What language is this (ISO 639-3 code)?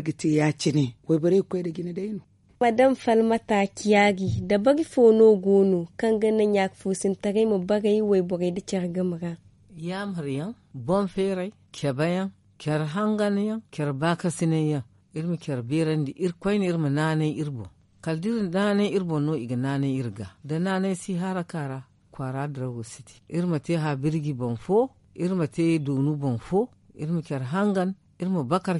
dje